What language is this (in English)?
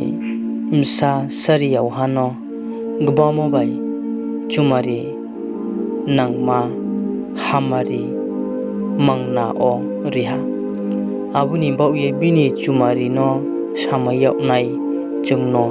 Riang (India)